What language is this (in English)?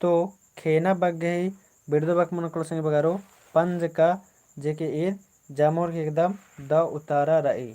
Kurukh